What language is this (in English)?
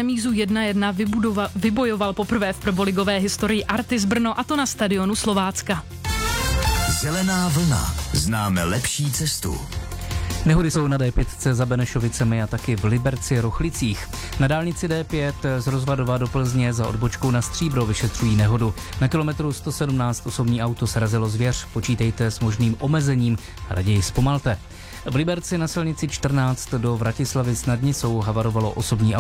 Czech